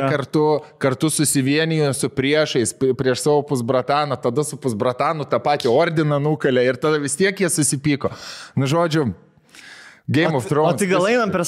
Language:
Lithuanian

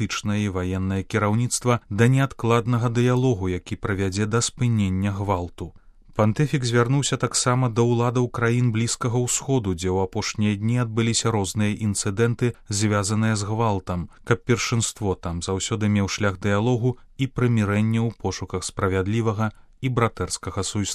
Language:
Belarusian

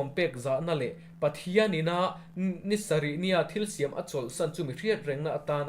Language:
Mizo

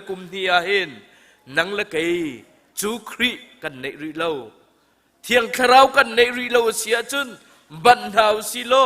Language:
Hakha Chin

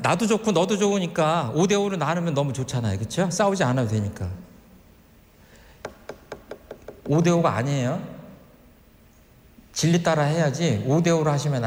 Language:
Korean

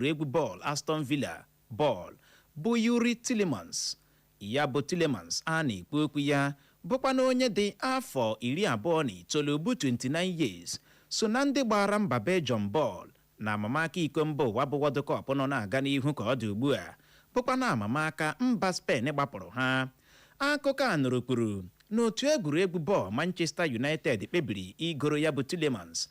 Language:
Igbo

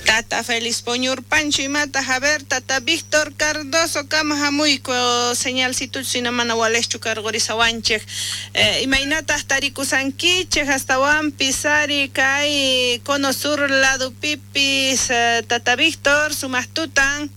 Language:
South Bolivian Quechua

